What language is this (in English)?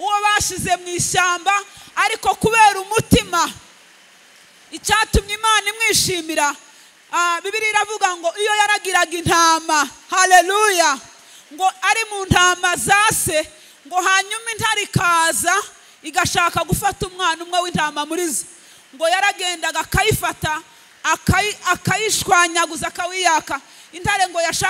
Kinyarwanda